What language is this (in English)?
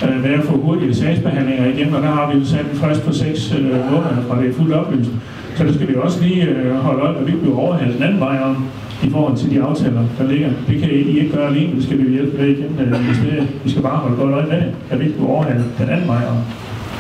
Danish